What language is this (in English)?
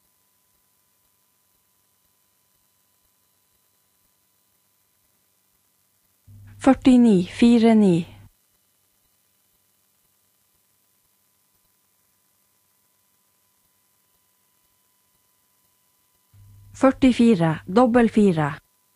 Norwegian